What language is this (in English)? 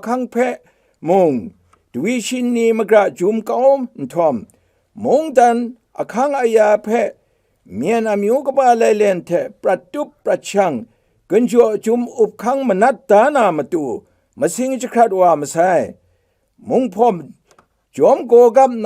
Kachin